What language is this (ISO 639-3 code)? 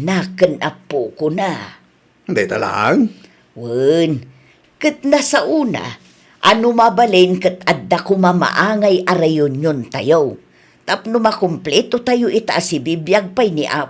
ilo